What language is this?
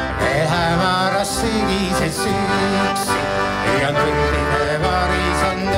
Estonian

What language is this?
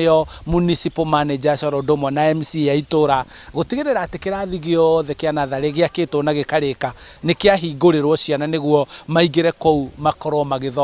Kikuyu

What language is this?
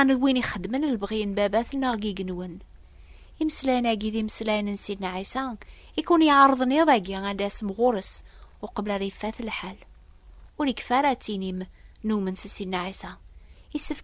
Kabyle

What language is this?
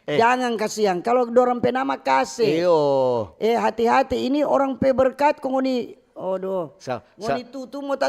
Manado Malay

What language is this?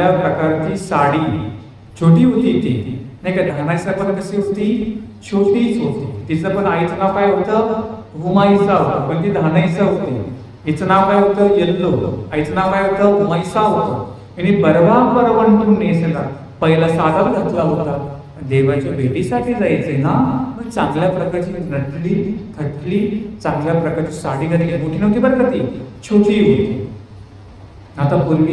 Marathi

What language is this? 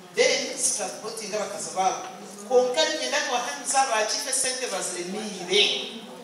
Nyankole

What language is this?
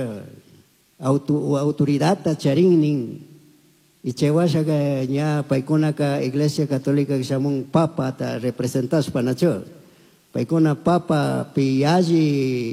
Chimborazo Highland Quichua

